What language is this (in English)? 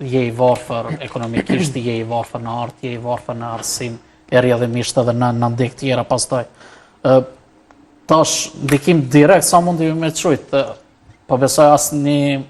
Albanian